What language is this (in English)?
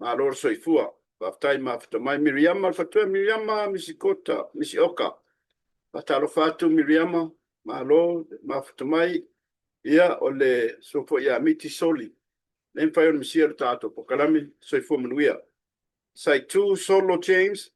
Samoan